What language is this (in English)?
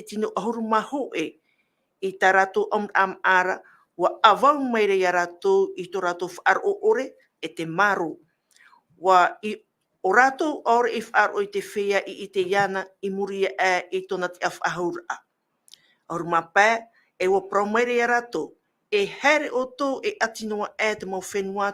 Tahitian